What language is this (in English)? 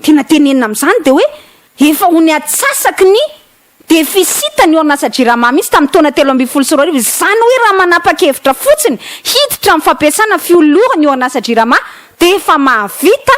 Malagasy